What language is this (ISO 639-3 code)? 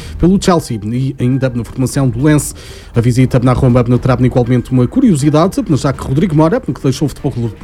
por